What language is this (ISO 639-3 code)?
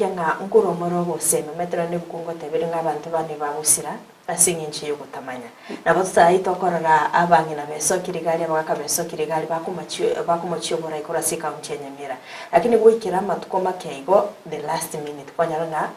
guz